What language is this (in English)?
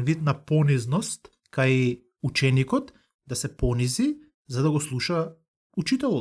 Macedonian